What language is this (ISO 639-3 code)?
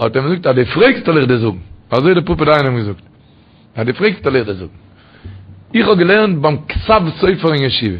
yid